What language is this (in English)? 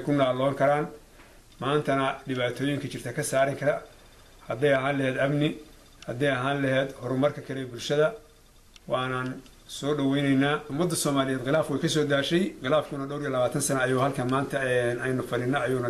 Somali